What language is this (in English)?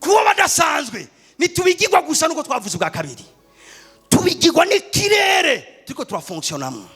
Rundi